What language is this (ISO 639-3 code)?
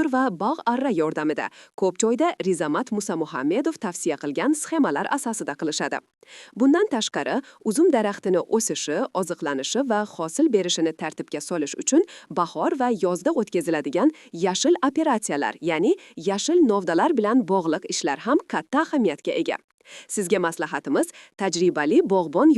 uzb